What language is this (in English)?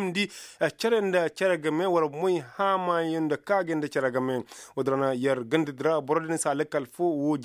Koyraboro Senni